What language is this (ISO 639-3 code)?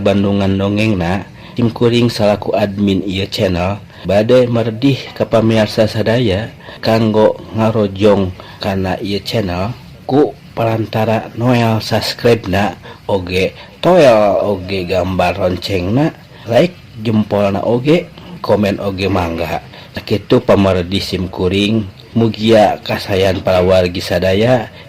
sun